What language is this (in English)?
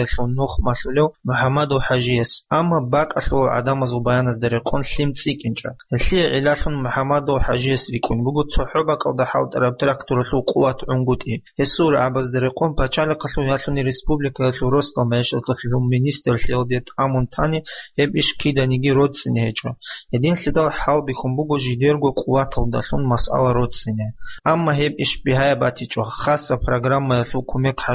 Avaric